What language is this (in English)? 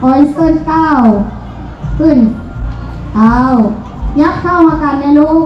Lao